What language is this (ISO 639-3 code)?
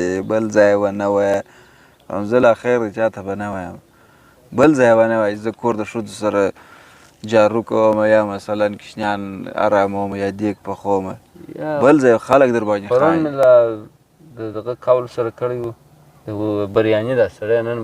pus